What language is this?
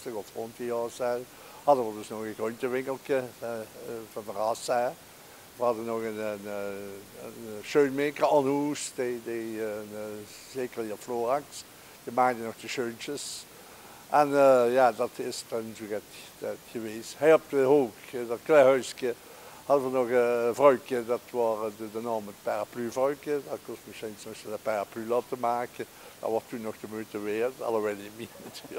Limburgish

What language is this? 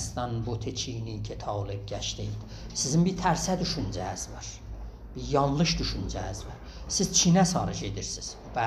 South Azerbaijani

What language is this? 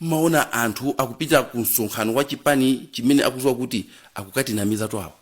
Nyanja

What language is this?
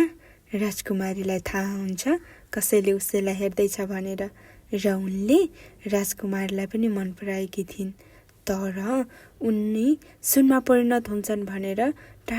Nepali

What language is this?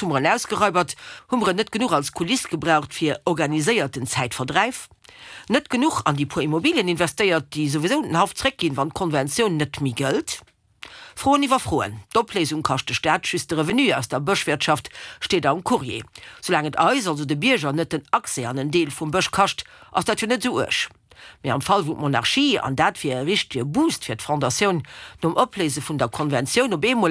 Luxembourgish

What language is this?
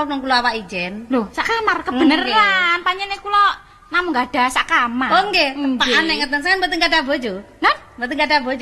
Javanese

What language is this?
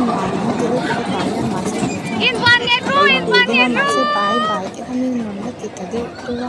Mizo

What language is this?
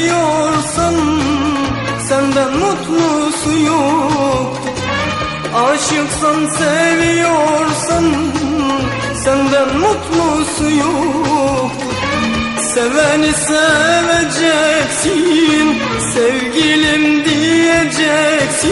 Turkish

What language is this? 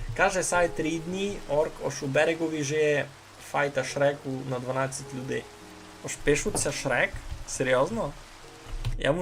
Rusyn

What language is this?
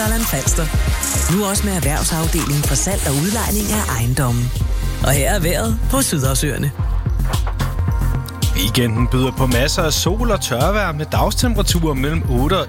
Danish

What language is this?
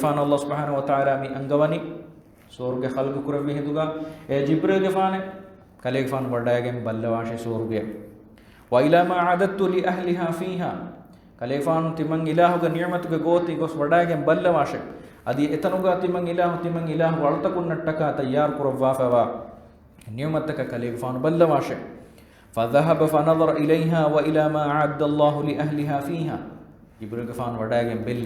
Divehi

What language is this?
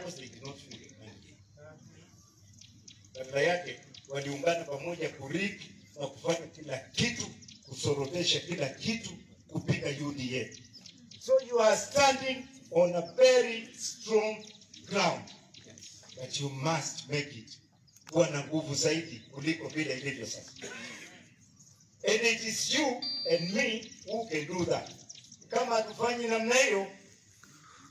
Swahili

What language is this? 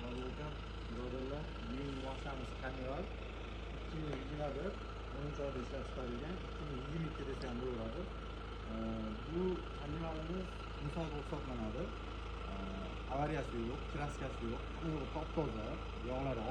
Uzbek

